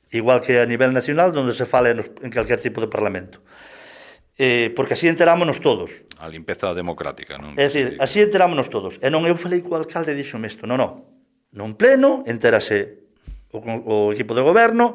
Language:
Galician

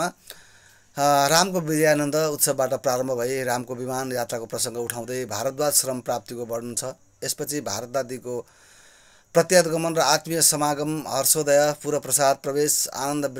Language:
Nepali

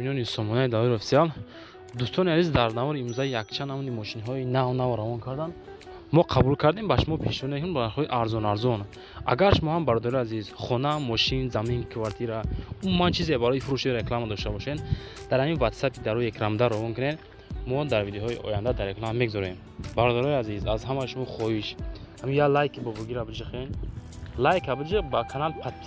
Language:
Tajik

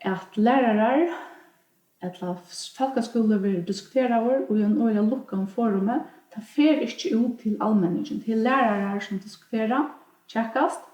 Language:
Faroese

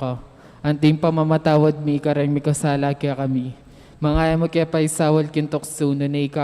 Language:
Pampanga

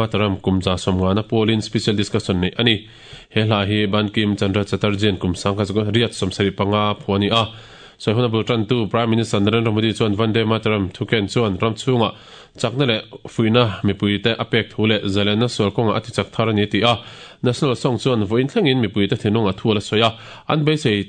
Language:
Mizo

